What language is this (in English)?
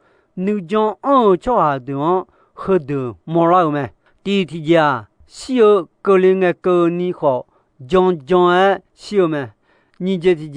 Akha